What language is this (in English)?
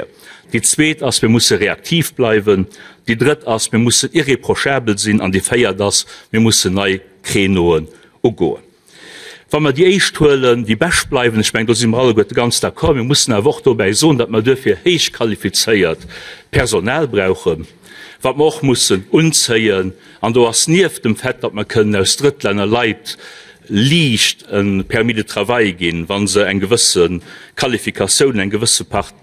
Luxembourgish